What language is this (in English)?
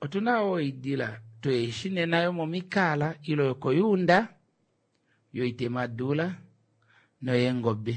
Kuanyama